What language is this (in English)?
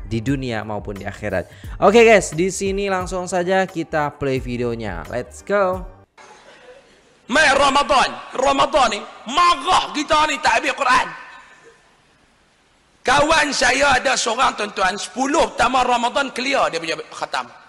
Malay